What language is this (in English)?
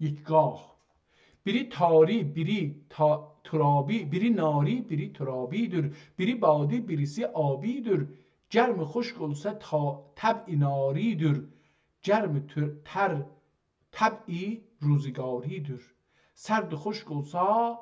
South Azerbaijani